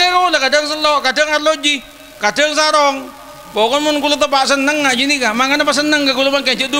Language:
Madurese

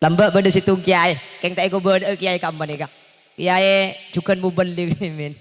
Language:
Madurese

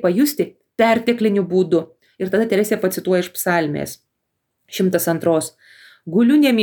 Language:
Lithuanian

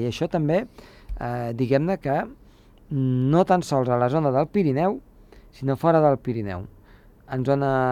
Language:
Catalan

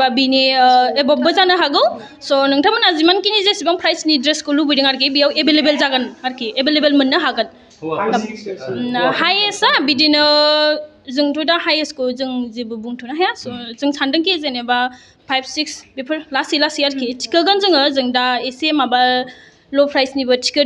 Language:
Bodo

